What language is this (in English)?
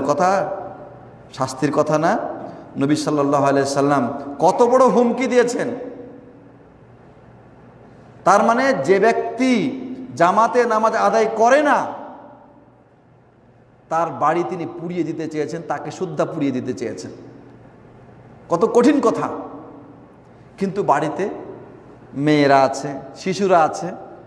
Bangla